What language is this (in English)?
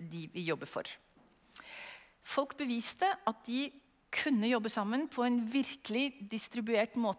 Norwegian